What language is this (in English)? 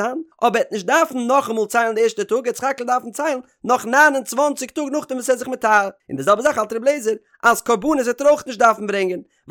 Yiddish